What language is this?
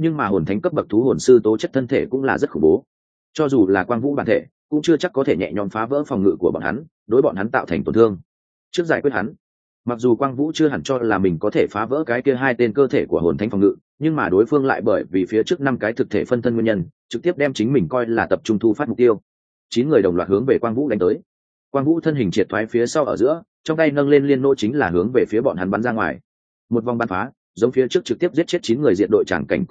Vietnamese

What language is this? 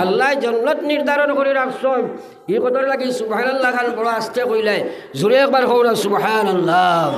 Sylheti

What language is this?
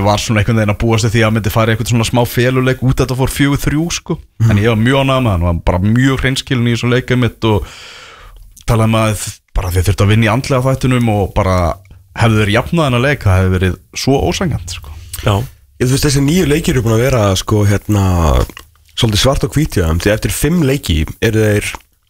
Icelandic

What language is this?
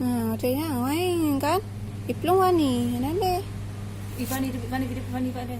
Achinese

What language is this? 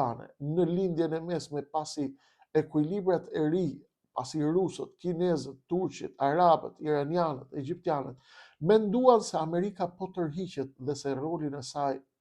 Albanian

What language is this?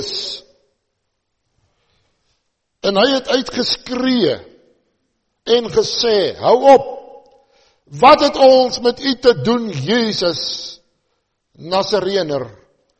Afrikaans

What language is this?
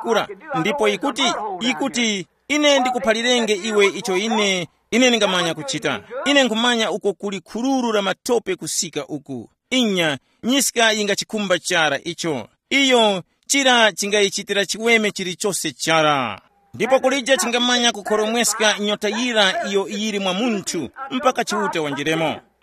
Tumbuka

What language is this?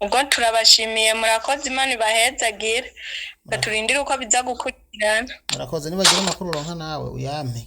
Rundi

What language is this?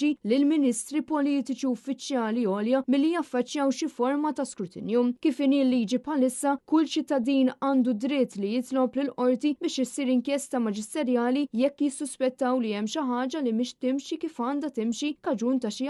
Maltese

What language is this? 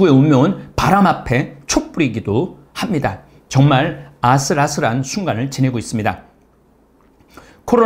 Korean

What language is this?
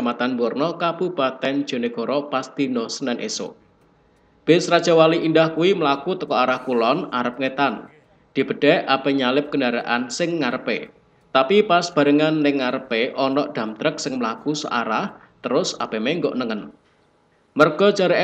Javanese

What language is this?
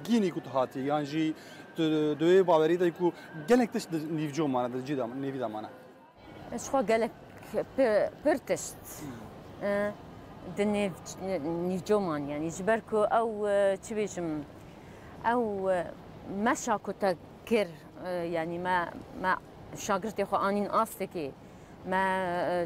Kurdish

